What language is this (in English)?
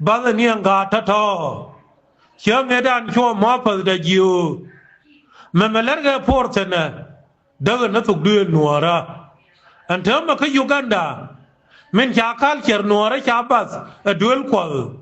Nuer